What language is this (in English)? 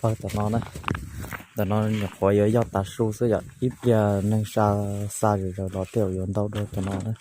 Hmong